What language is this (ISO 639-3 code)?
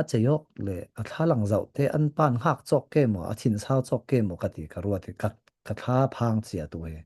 cfm